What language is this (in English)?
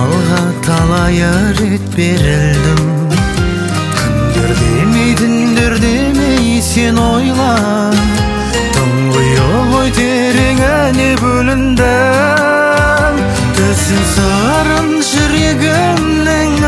Kazakh